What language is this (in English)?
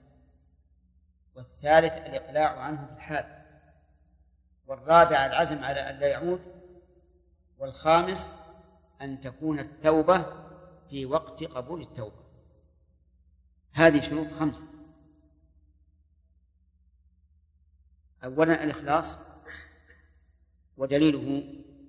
Arabic